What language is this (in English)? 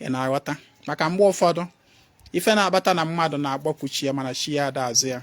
Igbo